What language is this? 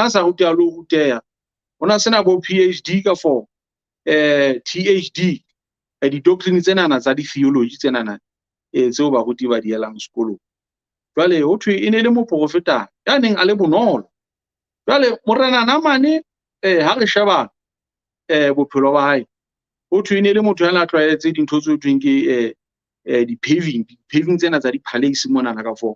Southern Sotho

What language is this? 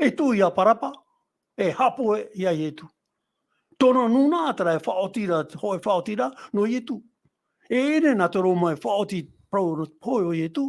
Tahitian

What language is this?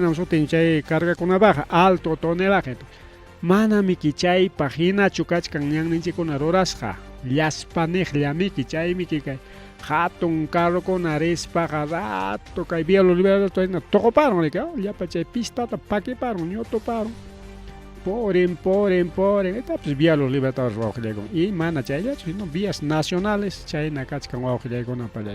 Ayacucho Quechua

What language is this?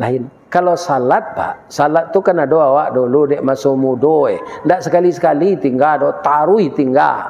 Minangkabau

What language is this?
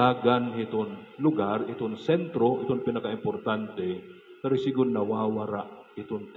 Waray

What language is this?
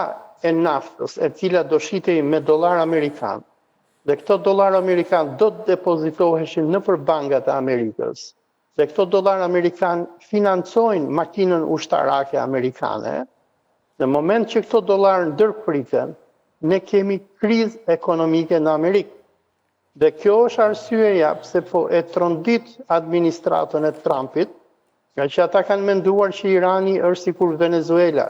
Albanian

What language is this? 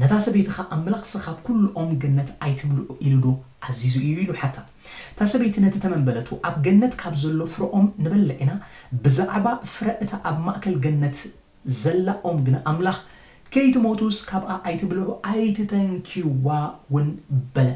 Tigrinya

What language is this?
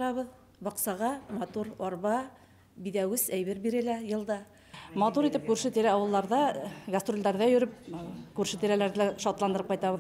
Bashkir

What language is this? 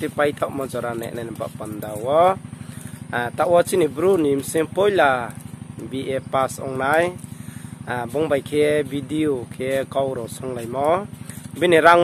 Riang (India)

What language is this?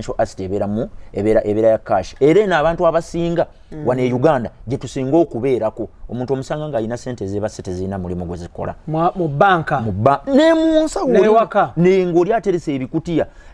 Ganda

